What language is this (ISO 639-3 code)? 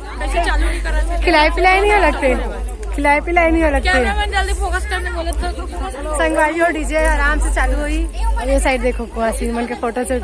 hne